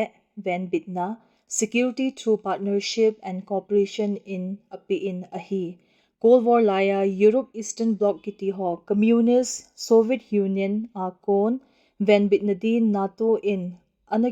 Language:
Thado Chin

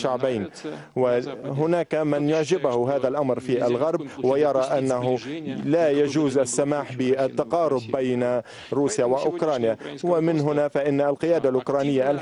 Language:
Arabic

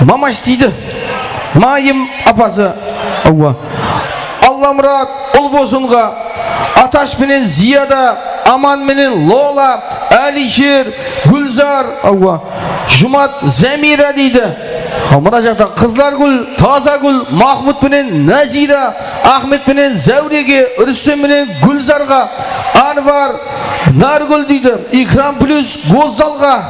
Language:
Kara-Kalpak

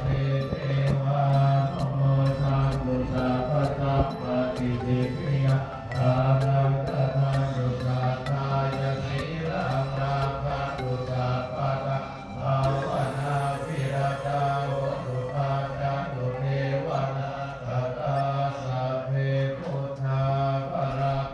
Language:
Pali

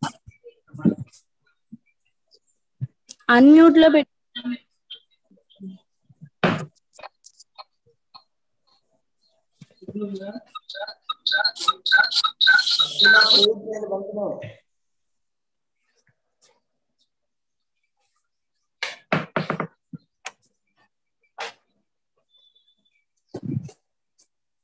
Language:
Telugu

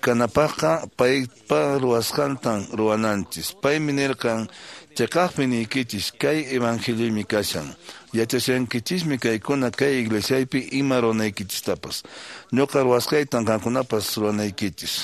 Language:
Quechua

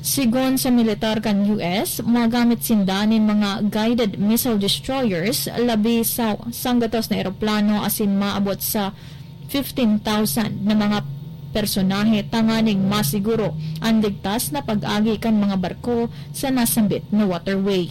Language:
Bikol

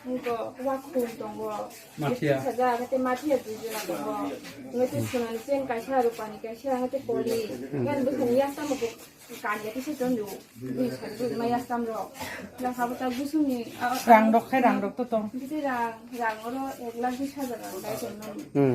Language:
Kok Borok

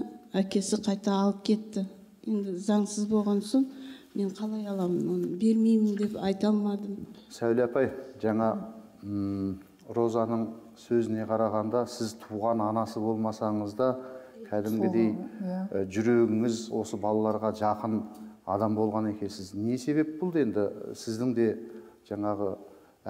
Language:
Kazakh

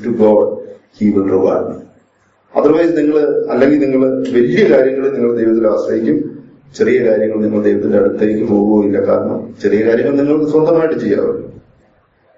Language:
Malayalam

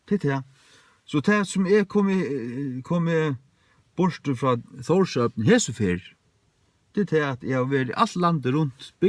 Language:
Faroese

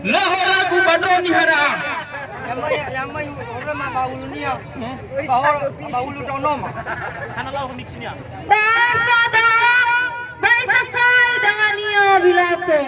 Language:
Nias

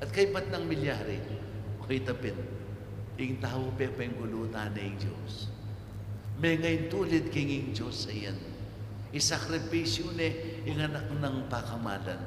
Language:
Pampanga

